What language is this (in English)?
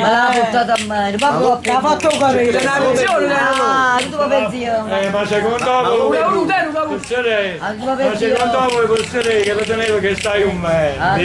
Neapolitan